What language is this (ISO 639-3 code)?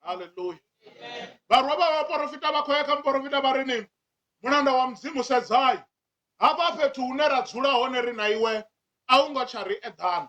ven